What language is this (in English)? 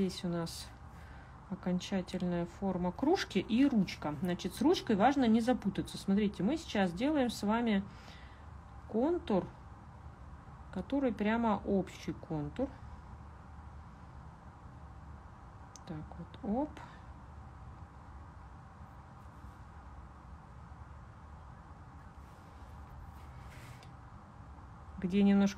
Russian